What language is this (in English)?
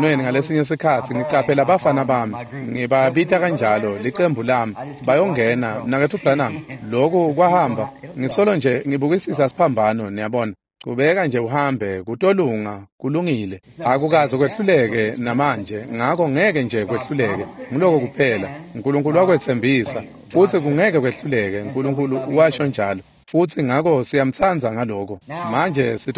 Swati